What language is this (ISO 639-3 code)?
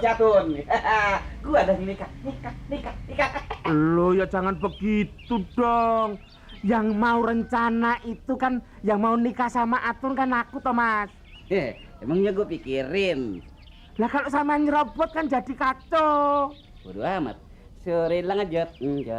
bew